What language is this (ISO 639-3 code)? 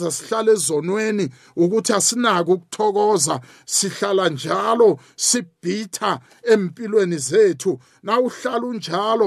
nbl